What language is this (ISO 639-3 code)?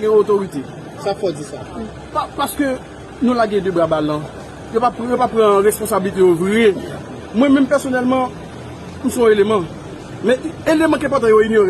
hat